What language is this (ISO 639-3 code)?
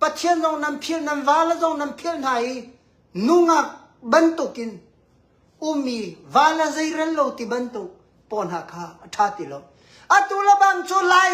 cnh